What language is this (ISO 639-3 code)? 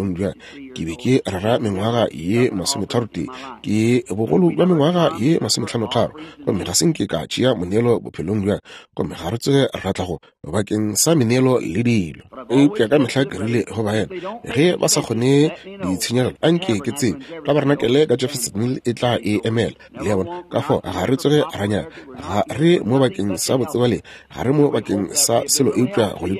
nso